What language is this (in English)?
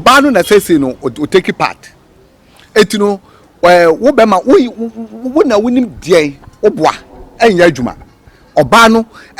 Akan